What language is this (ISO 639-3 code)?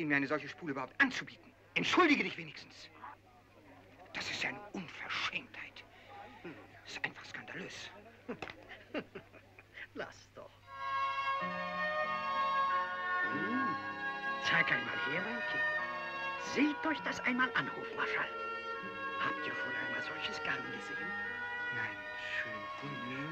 deu